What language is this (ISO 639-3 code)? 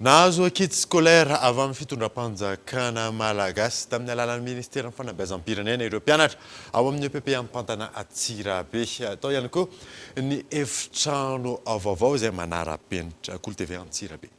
mlg